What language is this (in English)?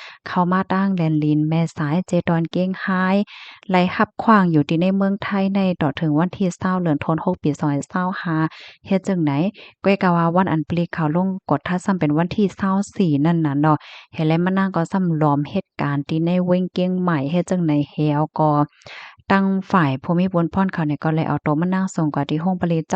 Shan